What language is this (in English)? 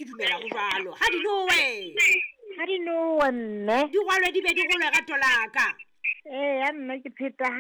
Southern Sotho